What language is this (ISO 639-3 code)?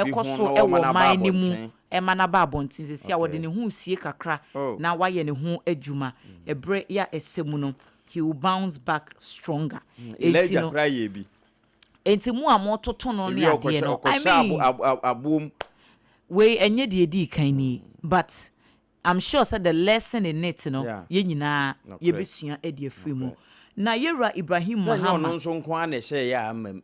aka